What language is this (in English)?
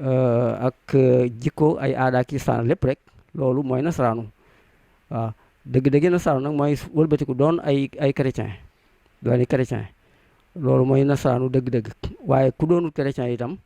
Wolof